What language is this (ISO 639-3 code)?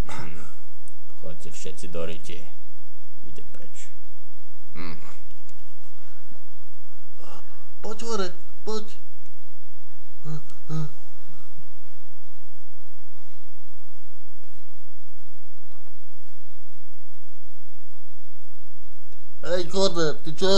slk